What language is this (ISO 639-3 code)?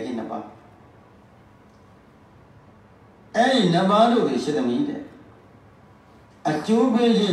mya